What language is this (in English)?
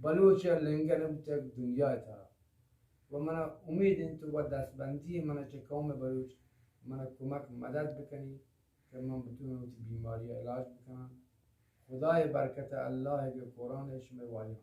Eastern Balochi